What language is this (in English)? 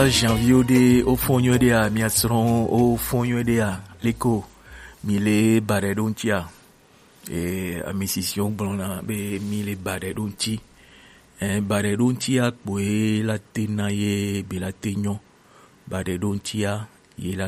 Gen